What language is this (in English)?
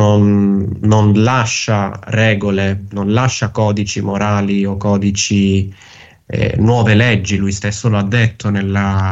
Italian